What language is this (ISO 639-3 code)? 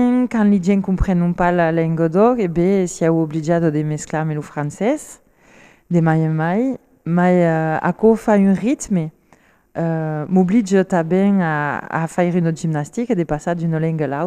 oci